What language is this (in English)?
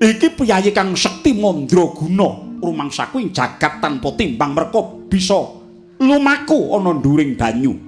Javanese